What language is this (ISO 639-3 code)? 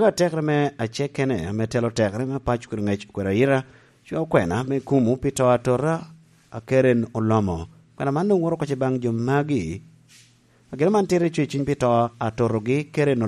laj